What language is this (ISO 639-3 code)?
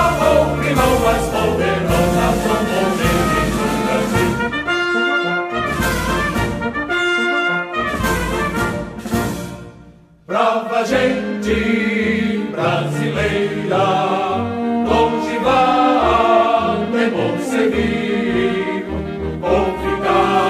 por